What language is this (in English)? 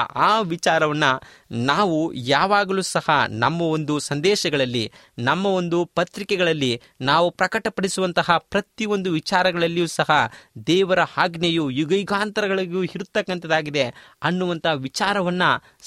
Kannada